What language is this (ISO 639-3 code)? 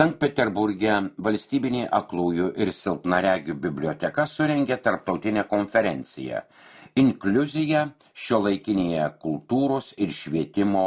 lit